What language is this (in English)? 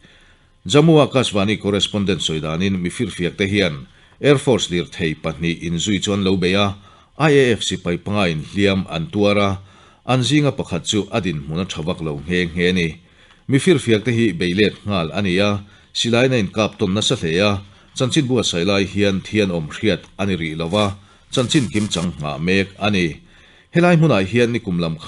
Mizo